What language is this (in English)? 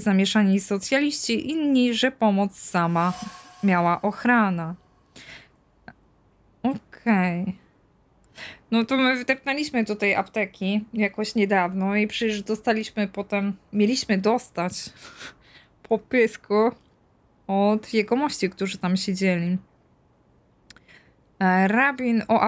Polish